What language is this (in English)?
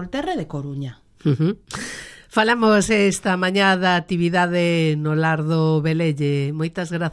Galician